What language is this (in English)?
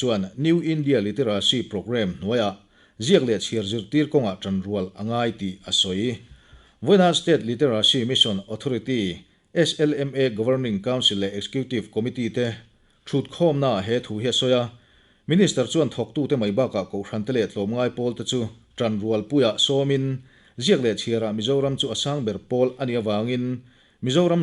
Mizo